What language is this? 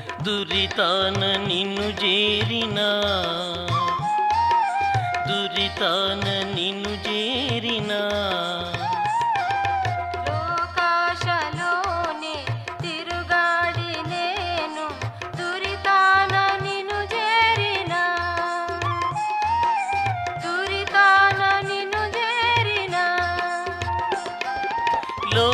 Telugu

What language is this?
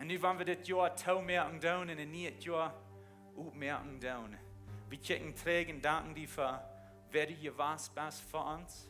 Plautdietsch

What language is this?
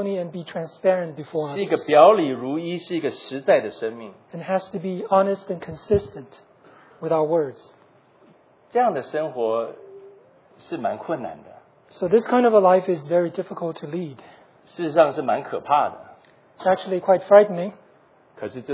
Chinese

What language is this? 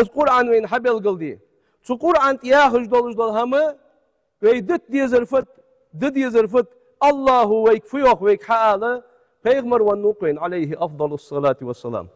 Ingush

